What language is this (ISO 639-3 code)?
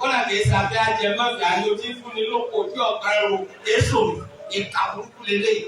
yor